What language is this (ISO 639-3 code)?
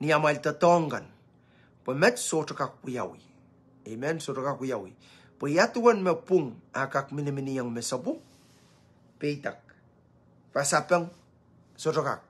pon